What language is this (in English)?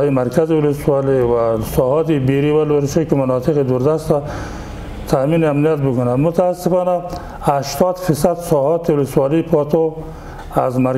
Persian